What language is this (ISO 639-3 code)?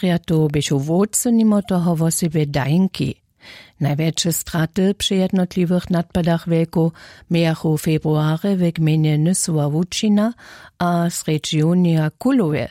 hsb